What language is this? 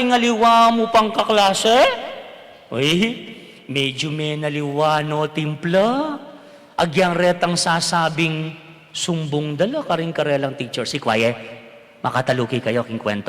Pampanga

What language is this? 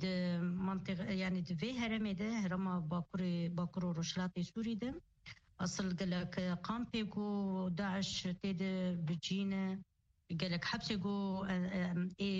Kurdish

